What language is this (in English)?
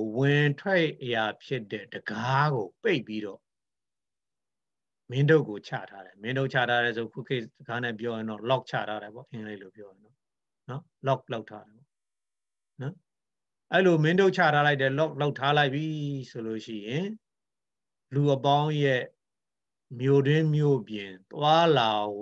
Burmese